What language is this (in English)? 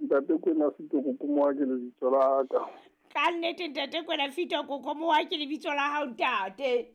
Southern Sotho